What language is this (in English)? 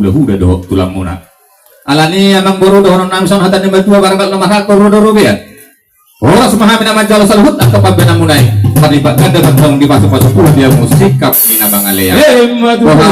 Batak Toba